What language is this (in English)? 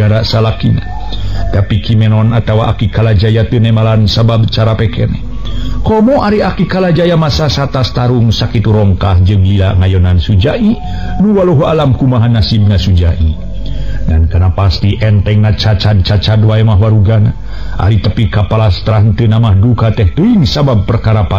Sundanese